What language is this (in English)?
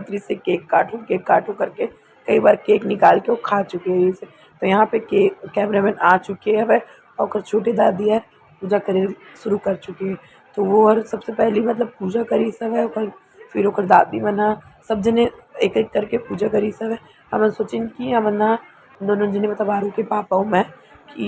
Chhattisgarhi